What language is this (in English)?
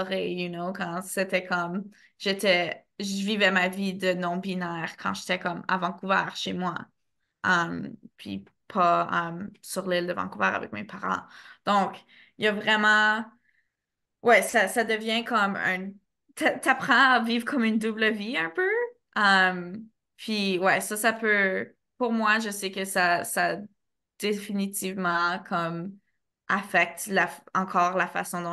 French